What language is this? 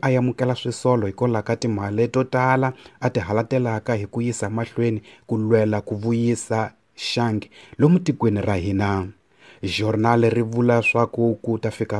Tsonga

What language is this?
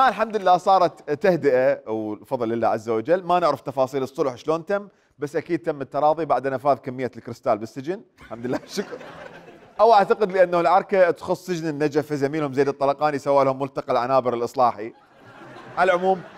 Mesopotamian Arabic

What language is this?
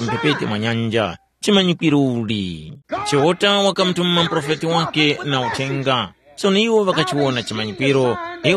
Tumbuka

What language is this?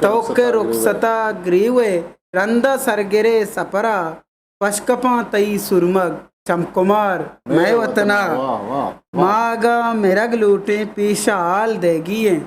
Eastern Balochi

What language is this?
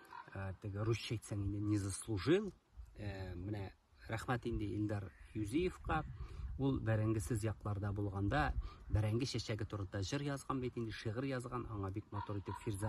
Tatar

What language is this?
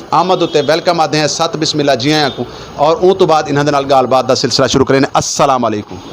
Saraiki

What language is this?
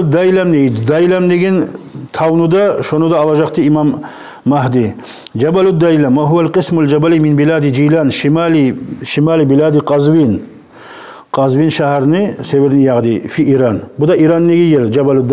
Kumyk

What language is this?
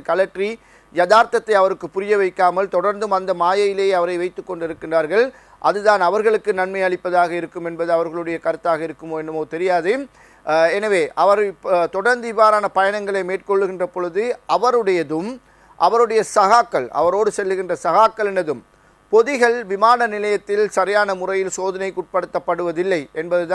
Tamil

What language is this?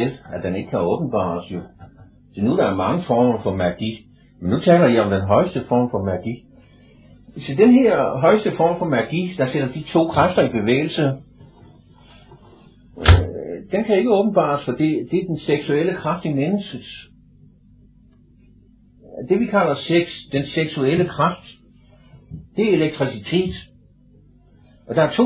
Danish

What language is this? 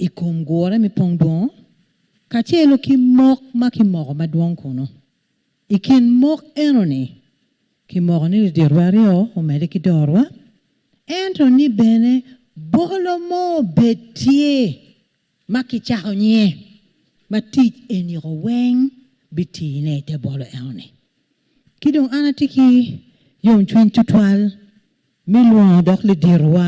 Acoli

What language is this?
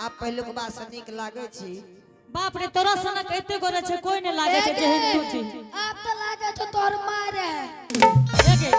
Angika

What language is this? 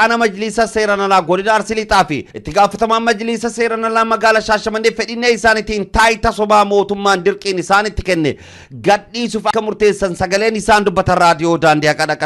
Oromo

